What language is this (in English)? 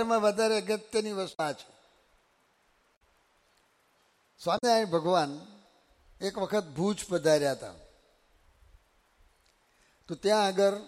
Gujarati